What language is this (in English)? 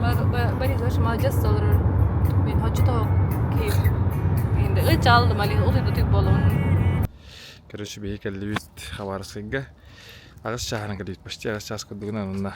Yakut